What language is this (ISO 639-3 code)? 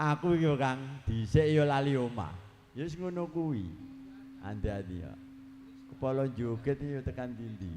jav